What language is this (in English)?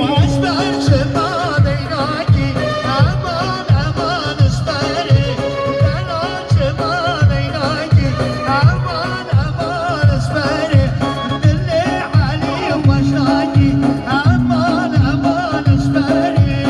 Kurdish